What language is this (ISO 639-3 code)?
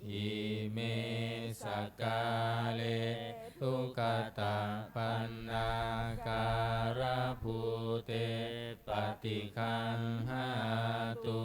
pli